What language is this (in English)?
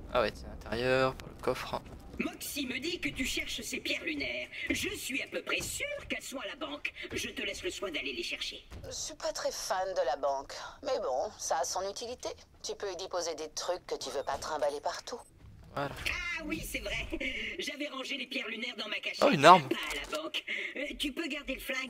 French